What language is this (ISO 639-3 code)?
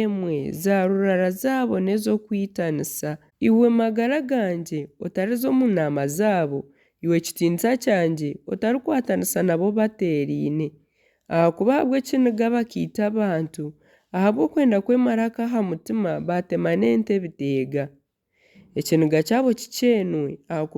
nyn